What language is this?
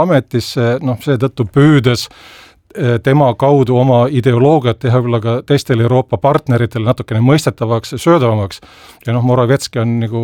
Estonian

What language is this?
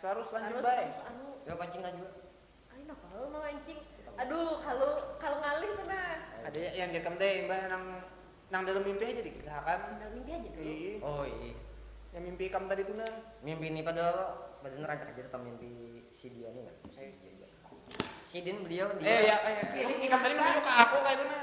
Banjar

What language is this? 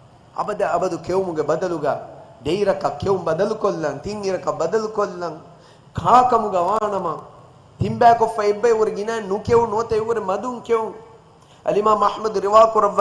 Divehi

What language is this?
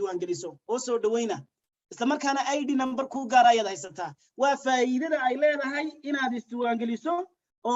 Somali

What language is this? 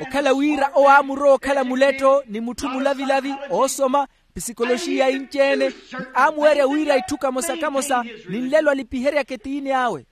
Makhuwa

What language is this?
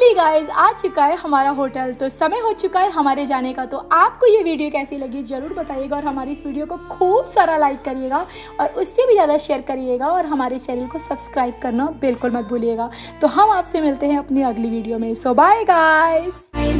Hindi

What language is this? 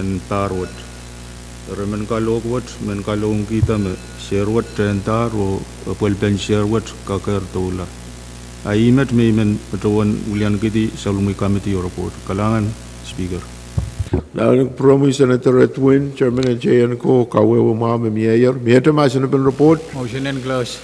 Pohnpeian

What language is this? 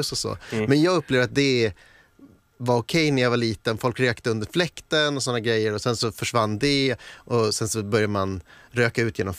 Swedish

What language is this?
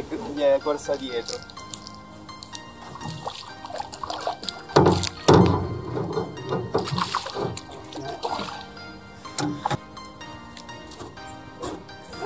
Italian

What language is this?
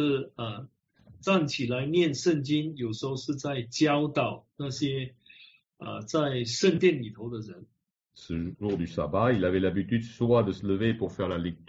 Chinese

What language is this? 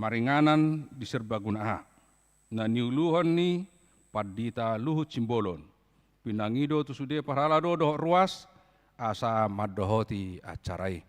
Batak Toba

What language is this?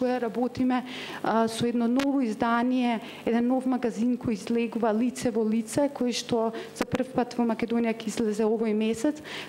Macedonian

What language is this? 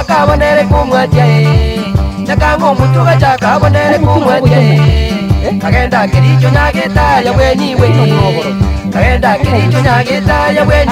Gusii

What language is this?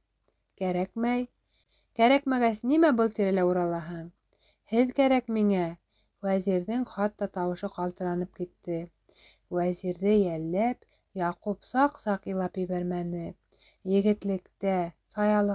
Bashkir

